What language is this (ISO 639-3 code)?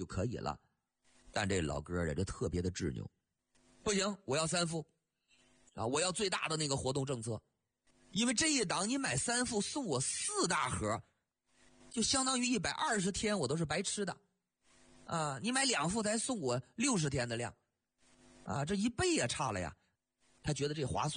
zho